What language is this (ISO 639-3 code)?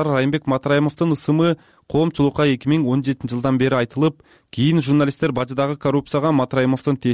kir